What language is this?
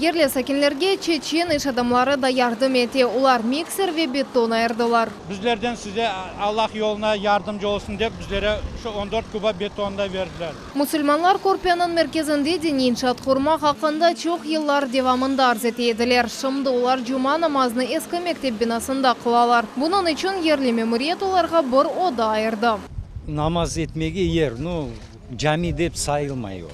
Crimean Tatar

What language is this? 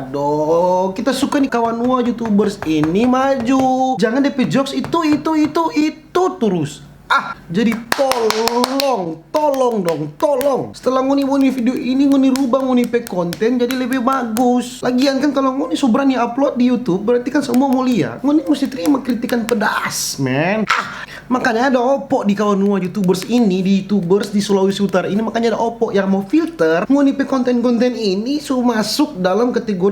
Manado Malay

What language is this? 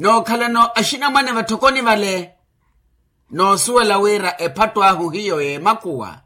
Makhuwa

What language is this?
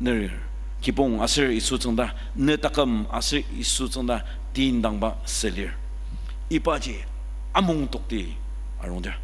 Ao Naga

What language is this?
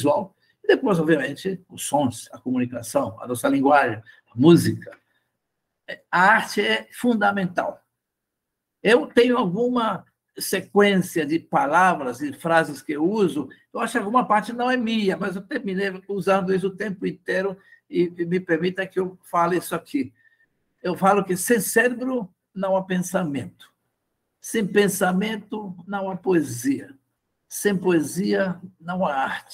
Portuguese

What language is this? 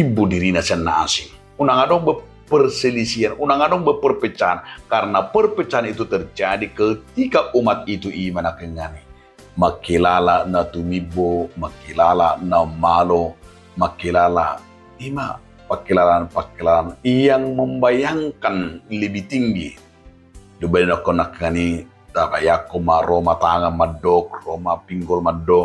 Batak Toba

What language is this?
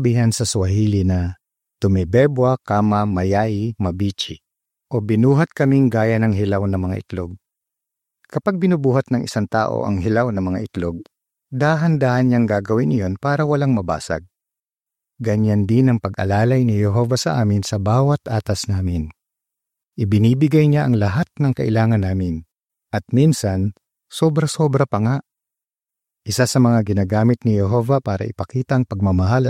Filipino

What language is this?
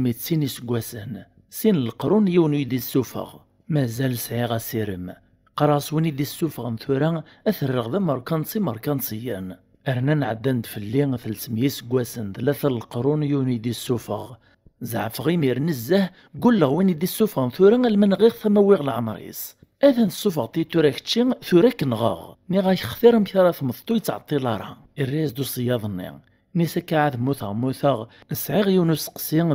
Kabyle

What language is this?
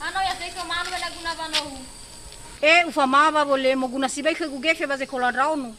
Nias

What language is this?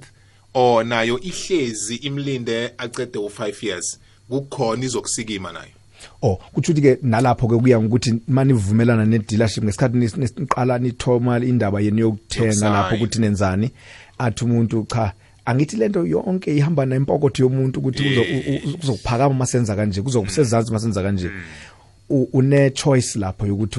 South Ndebele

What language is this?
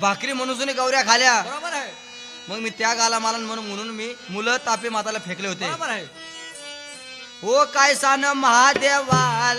Marathi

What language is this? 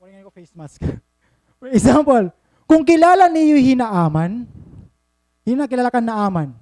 Waray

